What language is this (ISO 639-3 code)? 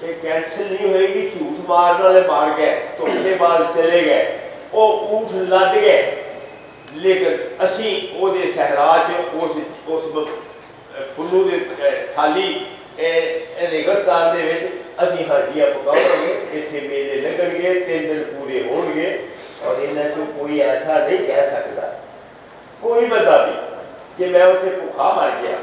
lah